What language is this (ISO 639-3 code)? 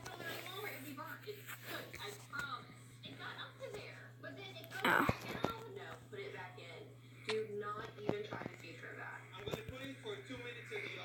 eng